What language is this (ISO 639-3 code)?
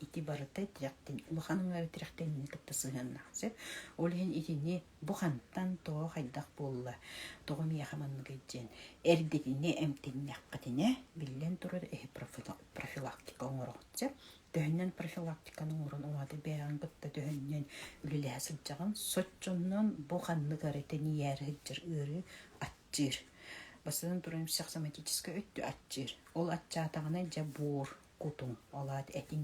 sah